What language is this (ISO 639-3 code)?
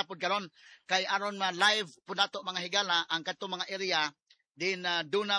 ceb